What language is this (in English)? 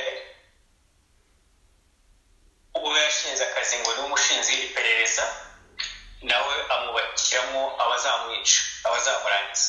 Kinyarwanda